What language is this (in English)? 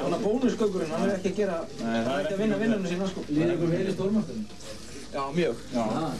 Icelandic